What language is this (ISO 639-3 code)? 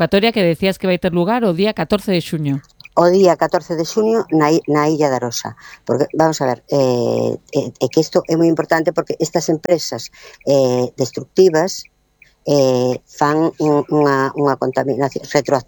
glg